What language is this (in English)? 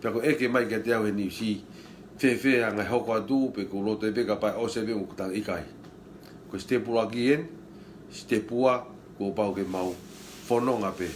Tongan